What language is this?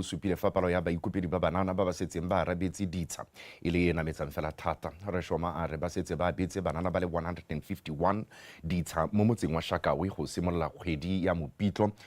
Tswana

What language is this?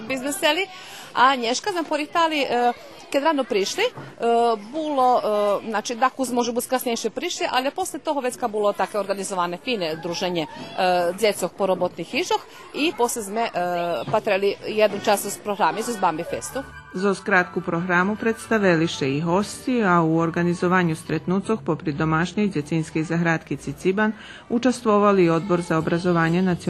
Rusyn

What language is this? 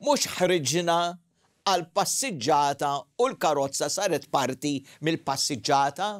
Maltese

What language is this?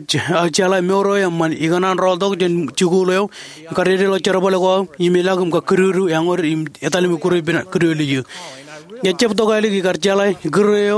Marshallese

